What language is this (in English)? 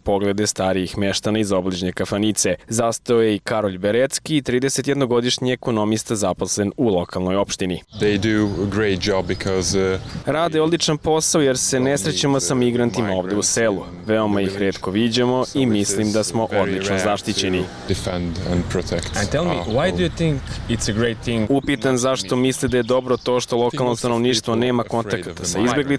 Serbian